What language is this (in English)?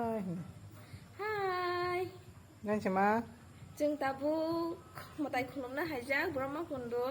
Kok Borok